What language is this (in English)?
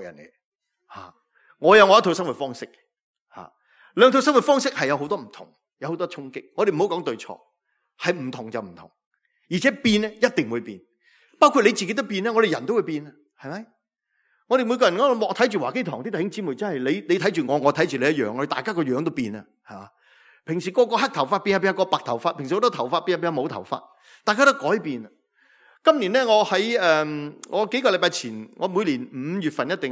Cantonese